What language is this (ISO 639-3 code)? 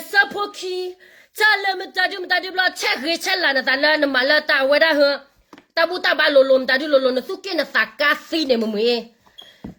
ksw